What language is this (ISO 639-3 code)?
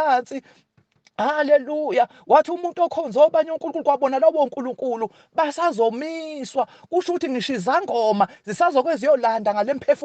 zul